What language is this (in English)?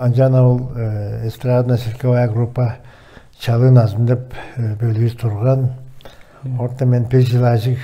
Tuvinian